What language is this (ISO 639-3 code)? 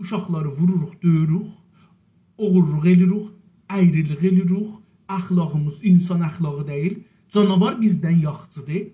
azb